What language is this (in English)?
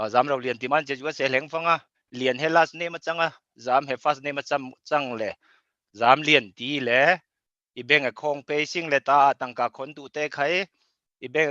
Falam Chin